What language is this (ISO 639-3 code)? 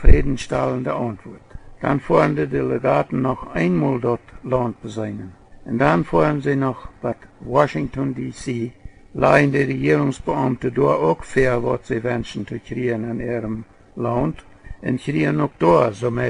pdt